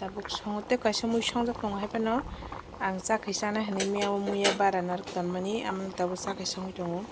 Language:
Kok Borok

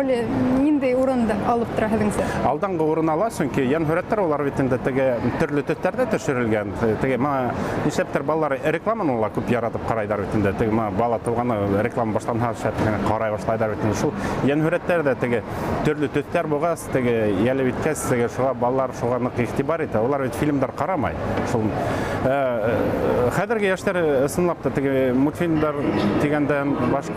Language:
Bashkir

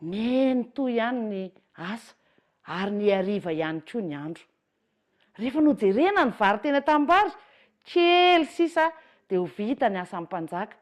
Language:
Malagasy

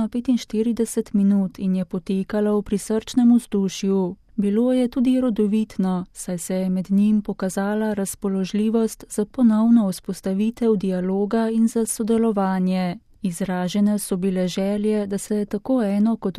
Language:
Slovenian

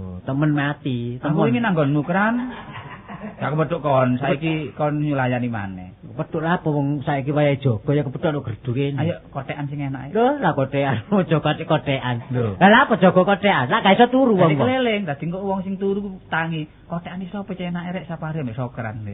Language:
Javanese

